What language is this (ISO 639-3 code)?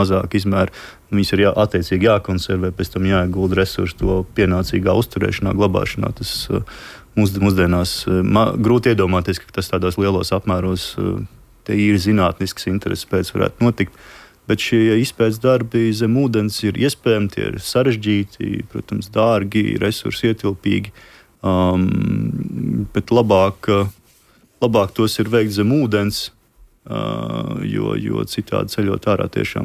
lav